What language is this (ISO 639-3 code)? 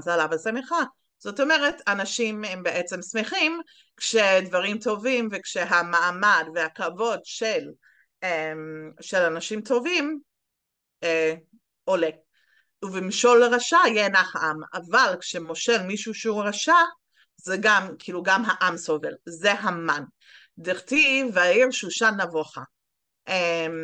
heb